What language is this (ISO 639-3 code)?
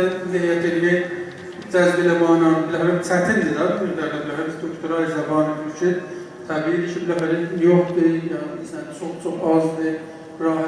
azb